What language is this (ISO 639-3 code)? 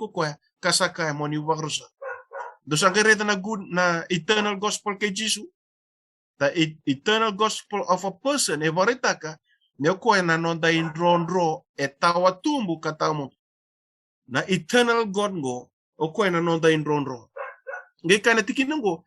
fij